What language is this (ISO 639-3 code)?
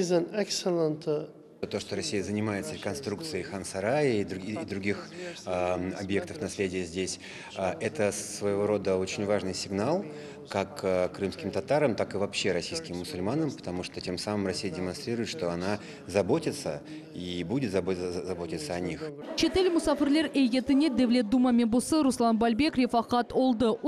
crh